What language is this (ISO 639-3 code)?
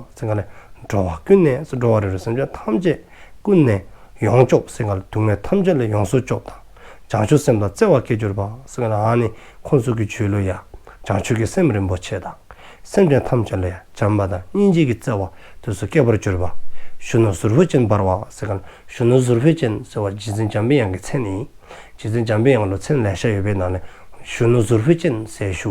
dzo